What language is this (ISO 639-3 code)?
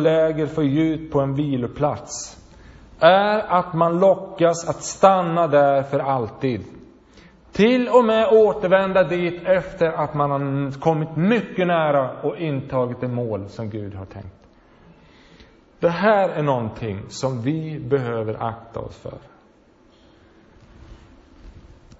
swe